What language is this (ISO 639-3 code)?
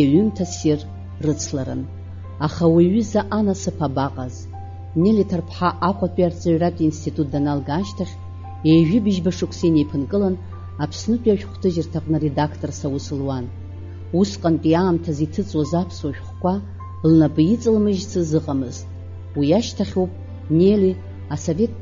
abk